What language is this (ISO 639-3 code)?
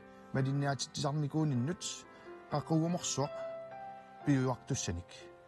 kal